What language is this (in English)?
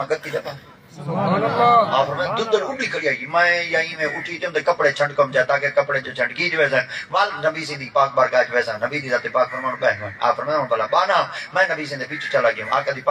Saraiki